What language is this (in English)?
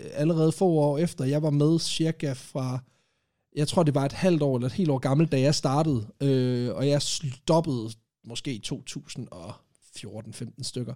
Danish